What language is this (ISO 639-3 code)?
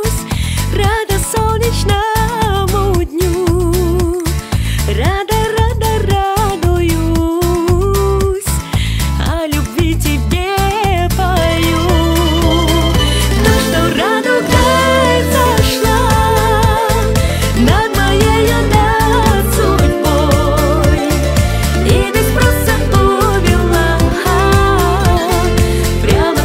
rus